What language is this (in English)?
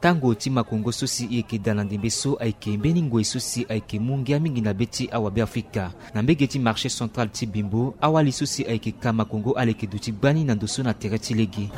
Sango